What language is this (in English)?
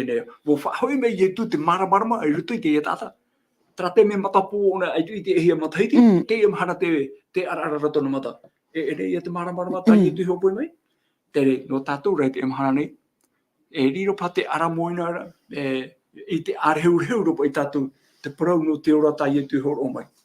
Tahitian